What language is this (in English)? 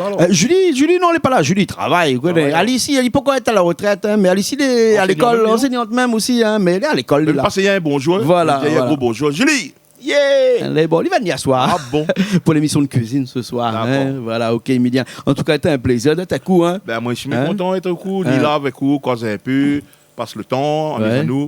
Réunion Creole French